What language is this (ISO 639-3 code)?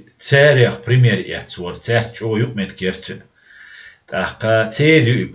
che